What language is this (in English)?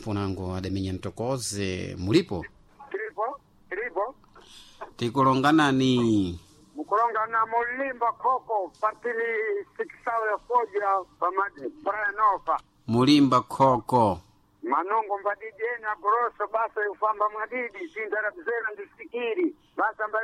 Sena